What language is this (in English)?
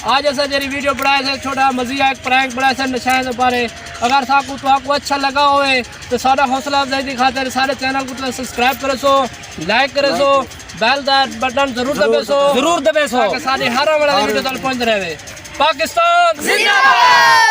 Saraiki